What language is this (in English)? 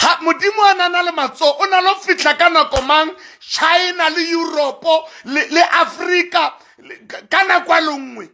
Southern Sotho